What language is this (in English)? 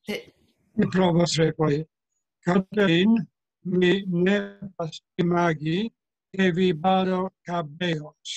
Esperanto